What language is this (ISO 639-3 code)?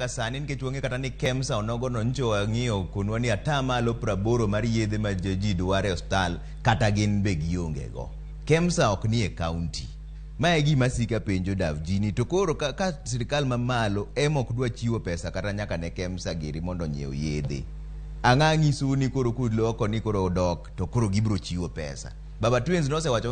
luo